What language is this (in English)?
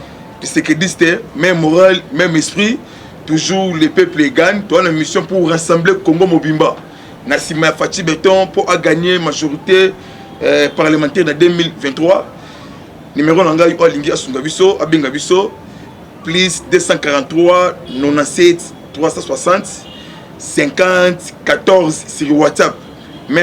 Lingala